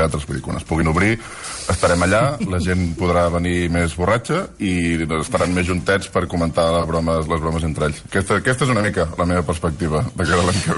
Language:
Catalan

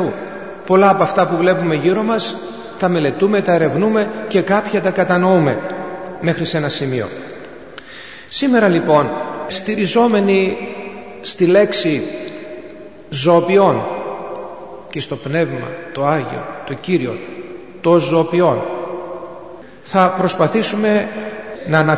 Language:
Greek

